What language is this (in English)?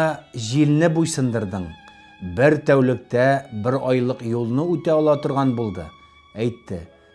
Tatar